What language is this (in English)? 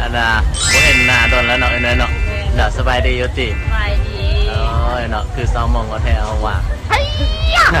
Lao